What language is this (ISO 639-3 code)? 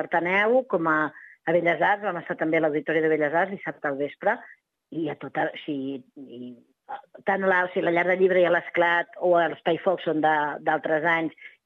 cat